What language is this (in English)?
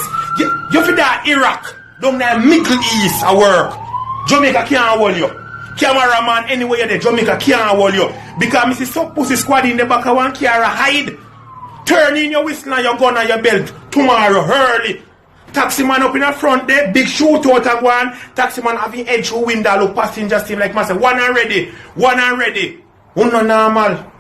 Jamaican Creole English